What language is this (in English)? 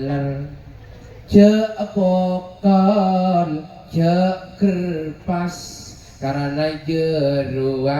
Madurese